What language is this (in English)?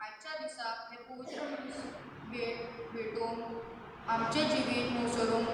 Konkani